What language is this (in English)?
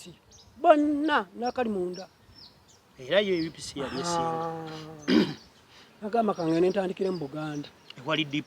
Ganda